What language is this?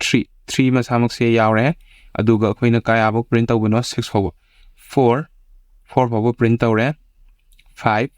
Manipuri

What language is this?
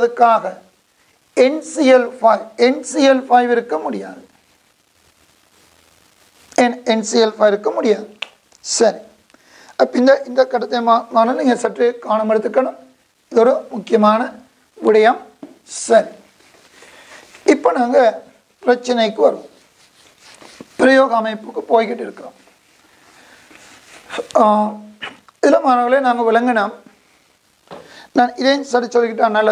Tamil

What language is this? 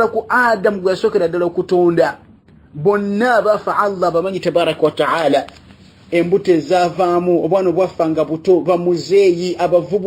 Ganda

